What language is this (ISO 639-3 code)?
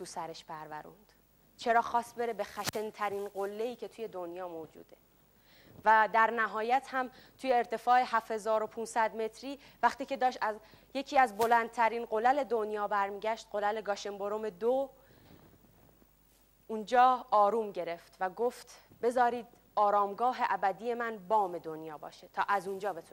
fas